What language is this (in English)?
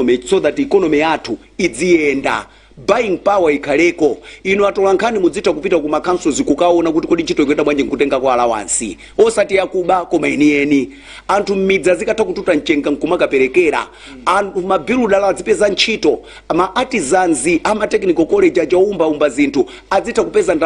Nyanja